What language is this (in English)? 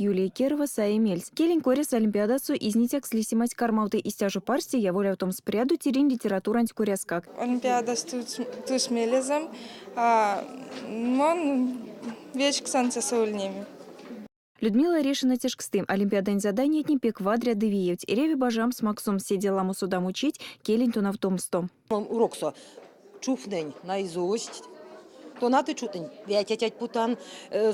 Erzya